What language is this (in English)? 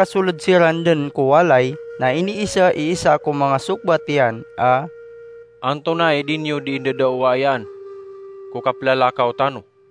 Maranao